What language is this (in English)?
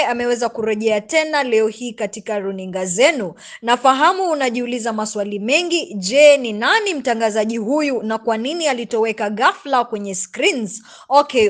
Swahili